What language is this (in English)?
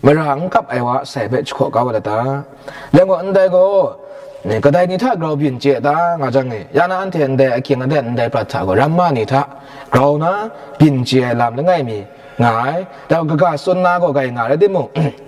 Kachin